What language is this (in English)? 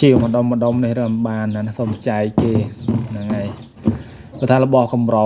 Khmer